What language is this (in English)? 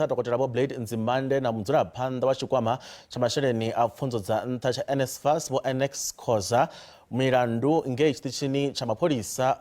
Venda